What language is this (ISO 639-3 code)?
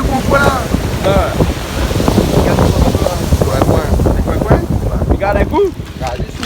rcf